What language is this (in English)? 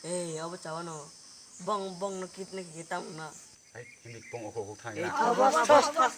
Kok Borok